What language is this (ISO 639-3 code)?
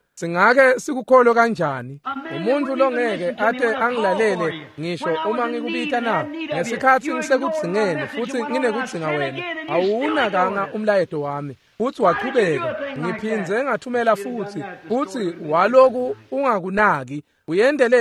ssw